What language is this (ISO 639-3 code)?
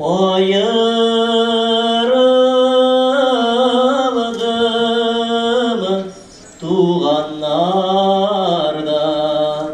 tat